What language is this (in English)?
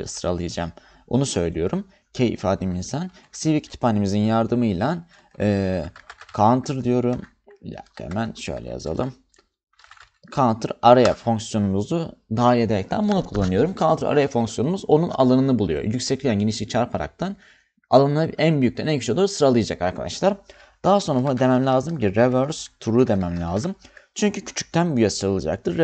Turkish